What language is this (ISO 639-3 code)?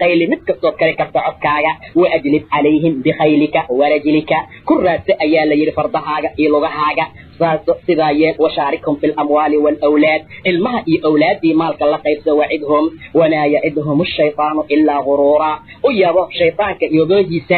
som